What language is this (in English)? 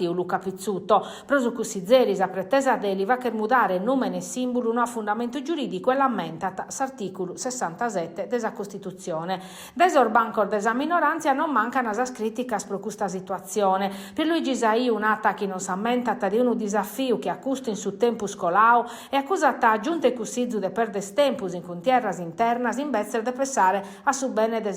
Sardinian